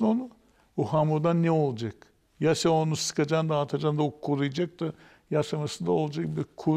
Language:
Gagauz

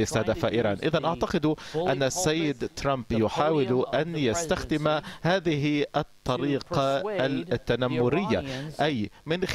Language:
Arabic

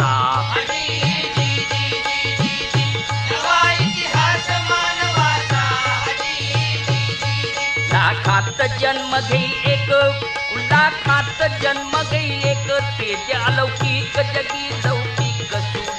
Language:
Marathi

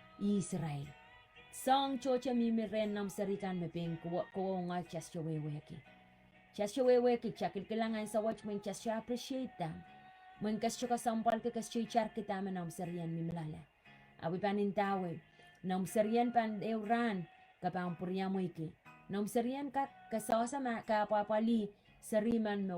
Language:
Pohnpeian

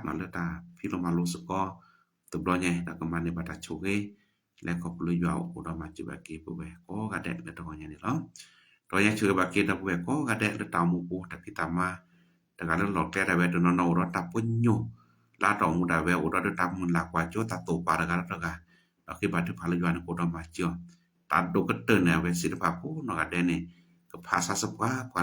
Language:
S'gaw Karen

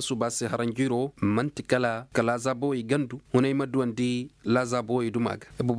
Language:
Koyraboro Senni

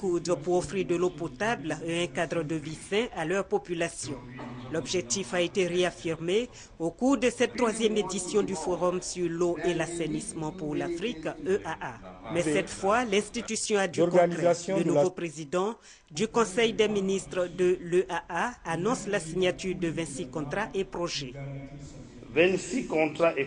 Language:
French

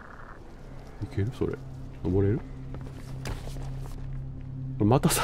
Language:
Japanese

